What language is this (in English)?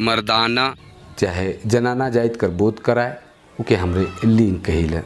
Sadri